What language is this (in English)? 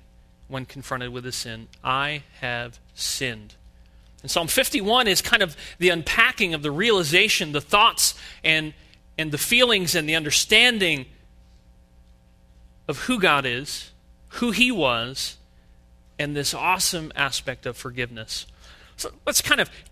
English